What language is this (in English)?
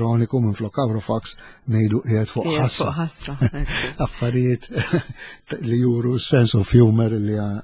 Maltese